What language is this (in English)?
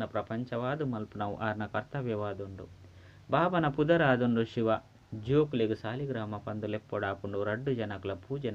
Tulu